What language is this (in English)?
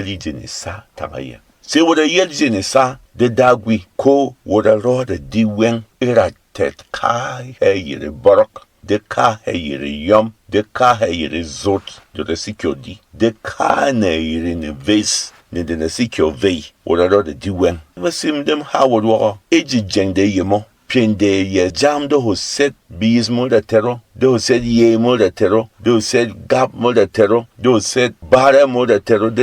Berom